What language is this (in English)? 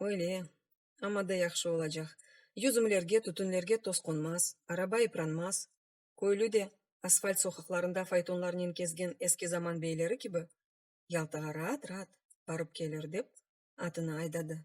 Crimean Tatar